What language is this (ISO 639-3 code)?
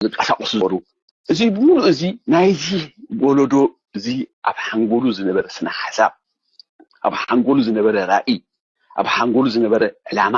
tir